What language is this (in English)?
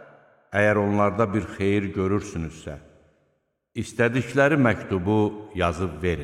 Azerbaijani